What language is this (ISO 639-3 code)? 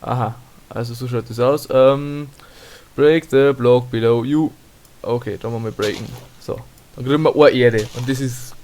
bar